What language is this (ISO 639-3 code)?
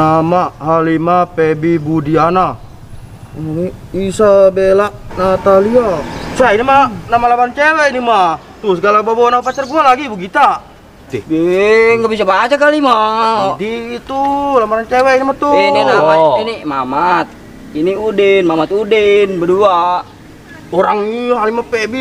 bew